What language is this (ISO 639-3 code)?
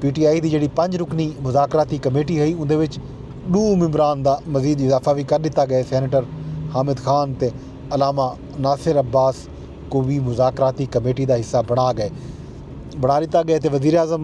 skr